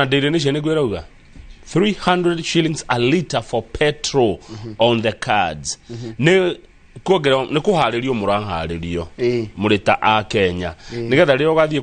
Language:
Kikuyu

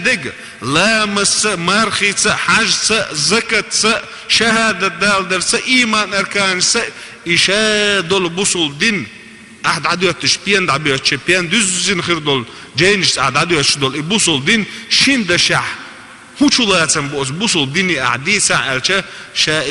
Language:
Chechen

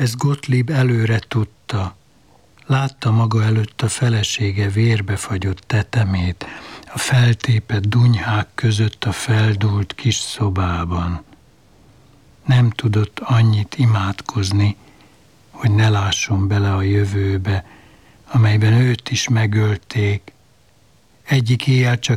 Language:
Hungarian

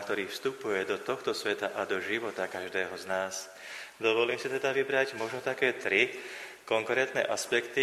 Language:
Slovak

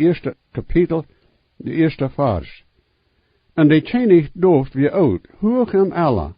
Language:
Plautdietsch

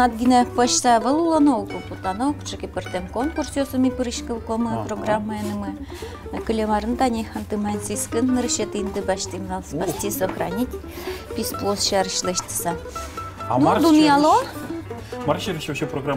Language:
Udmurt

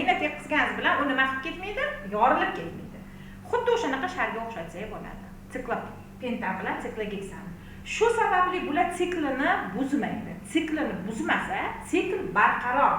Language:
Uzbek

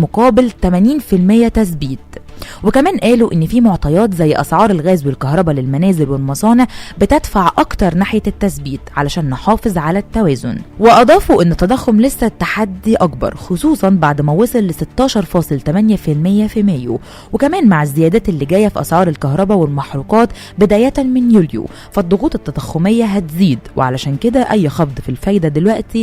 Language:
Egyptian Arabic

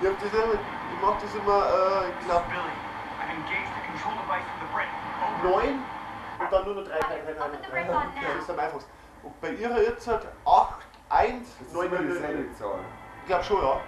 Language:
Bavarian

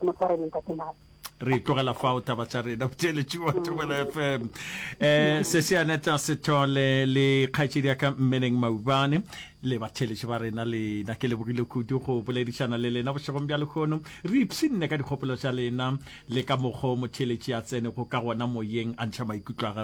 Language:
Northern Sotho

